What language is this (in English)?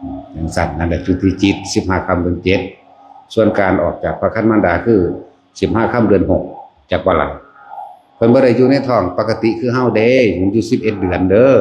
Northeastern Thai